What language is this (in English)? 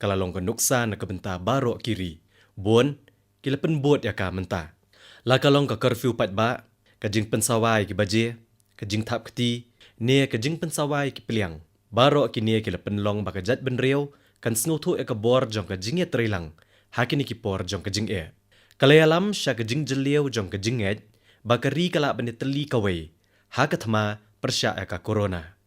Khasi